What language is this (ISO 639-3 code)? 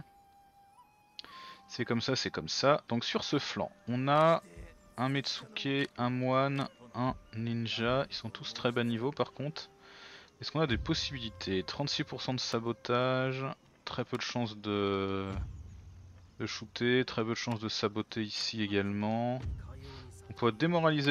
fra